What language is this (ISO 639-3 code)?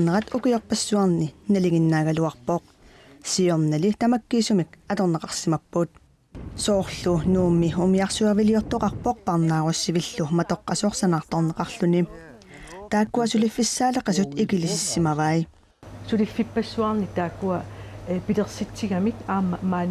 kal